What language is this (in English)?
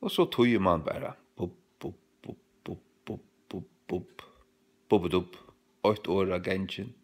Faroese